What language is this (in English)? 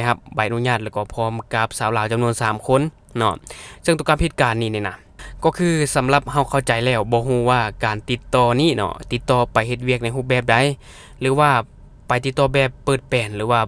Lao